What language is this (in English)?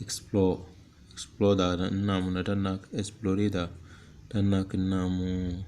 Tem